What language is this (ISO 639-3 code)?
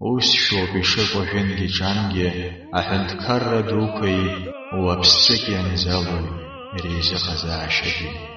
abk